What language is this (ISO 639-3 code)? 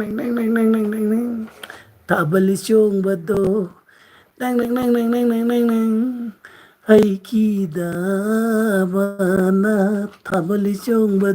mni